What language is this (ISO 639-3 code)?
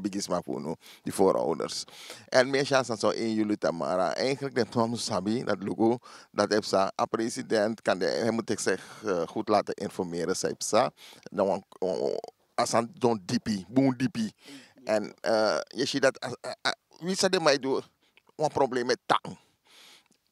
srn